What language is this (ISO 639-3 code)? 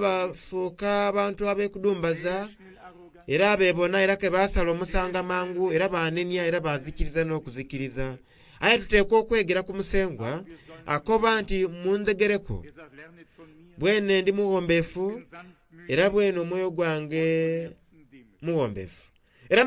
xog